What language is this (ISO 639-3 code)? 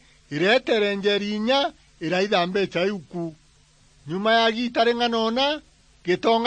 mer